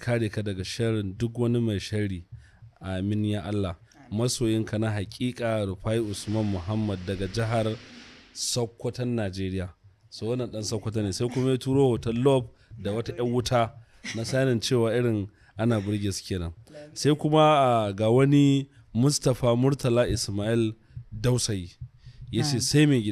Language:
Hausa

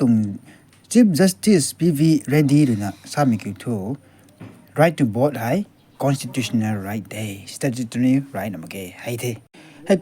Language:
Rongmei Naga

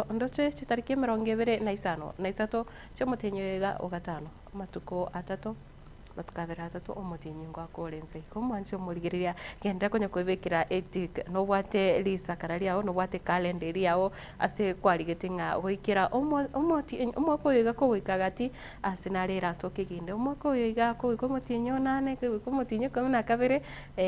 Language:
Gusii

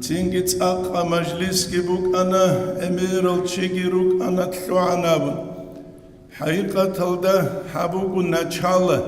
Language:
Avaric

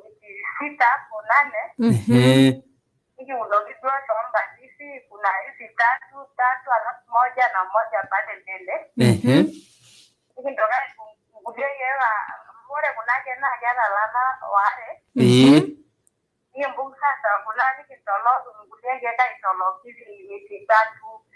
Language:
Masai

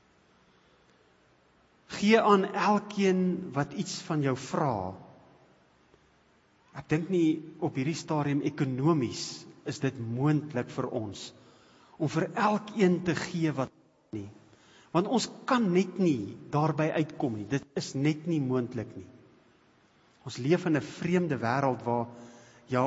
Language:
Afrikaans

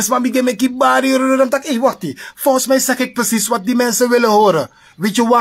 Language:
Sranan Tongo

